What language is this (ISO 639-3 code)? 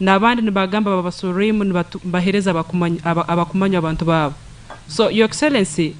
nyn